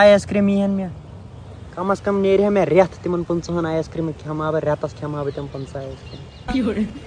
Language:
Kashmiri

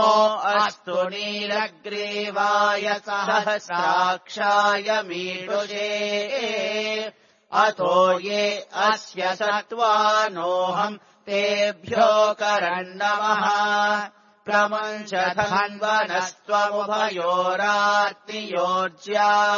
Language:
Sanskrit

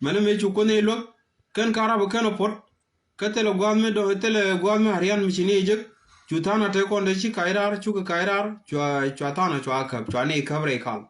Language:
Nuer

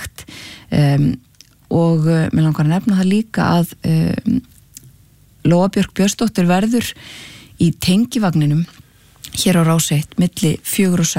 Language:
Icelandic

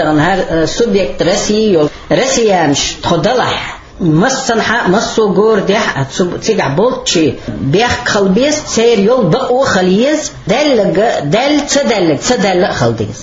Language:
Chechen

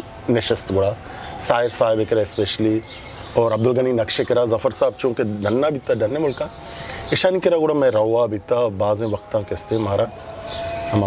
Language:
Eastern Balochi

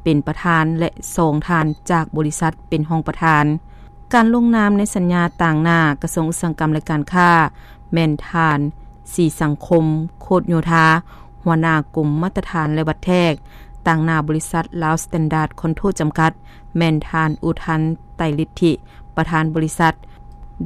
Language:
Lao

